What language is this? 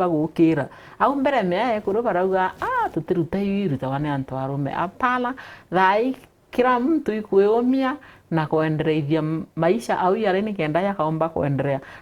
Meru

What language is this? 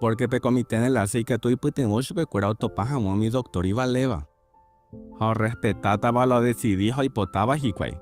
Guarani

